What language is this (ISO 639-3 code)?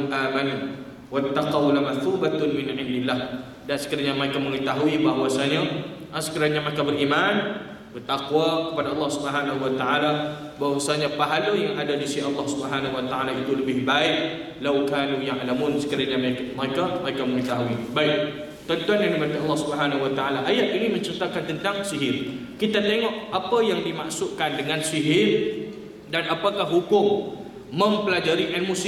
msa